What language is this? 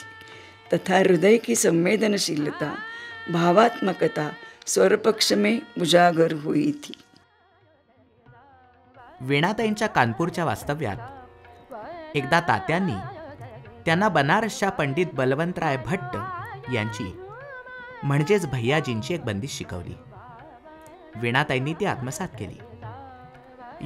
Marathi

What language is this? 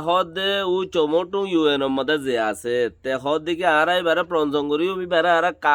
Rohingya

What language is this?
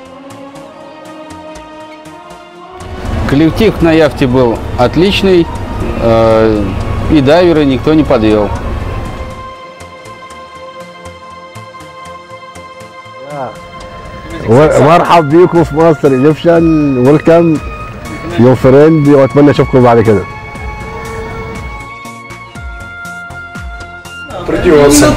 Russian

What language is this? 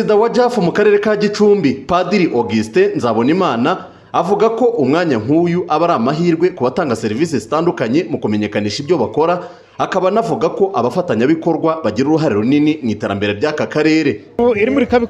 Kinyarwanda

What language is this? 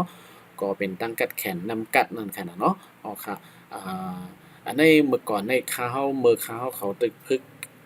Shan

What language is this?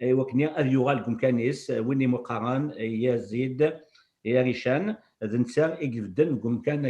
Kabyle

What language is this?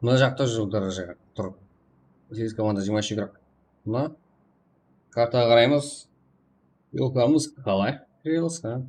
Kara-Kalpak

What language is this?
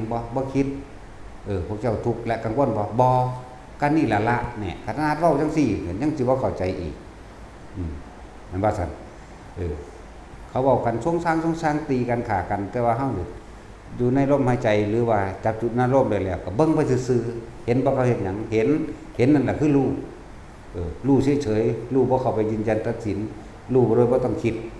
Northeastern Thai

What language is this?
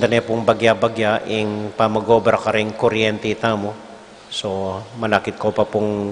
Pampanga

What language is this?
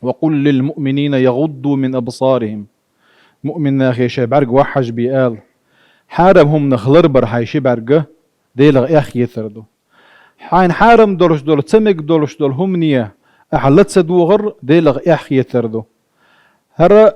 Chechen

